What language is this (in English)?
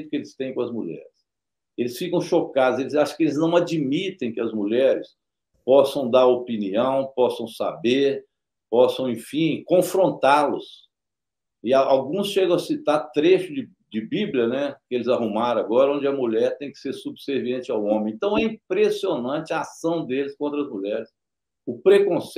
Portuguese